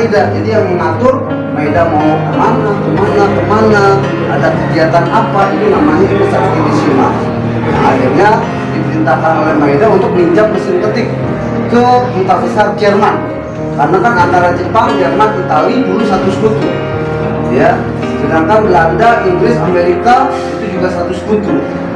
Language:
Indonesian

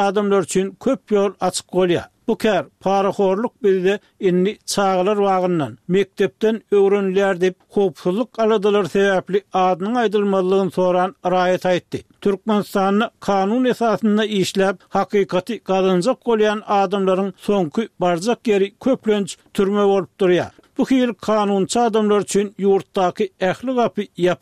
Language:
Turkmen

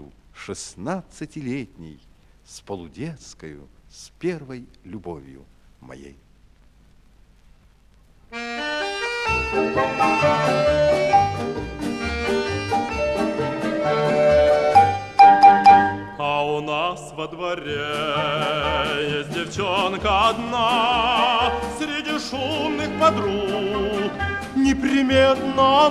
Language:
Russian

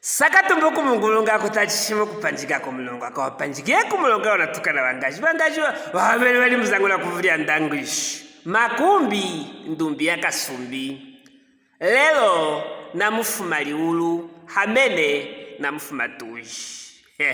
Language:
Luvale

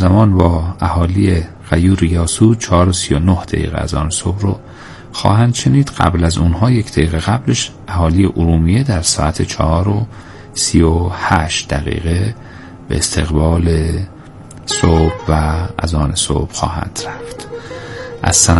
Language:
Persian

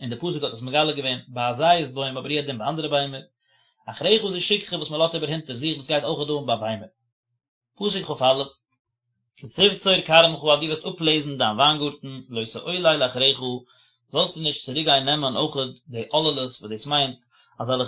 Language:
Yiddish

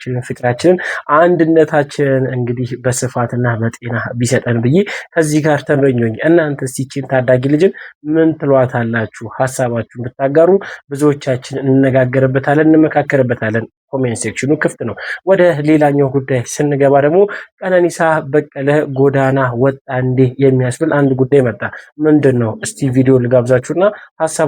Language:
Amharic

